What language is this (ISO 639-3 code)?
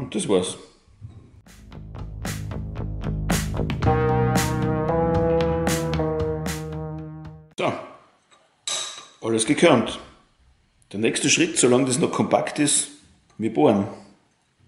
deu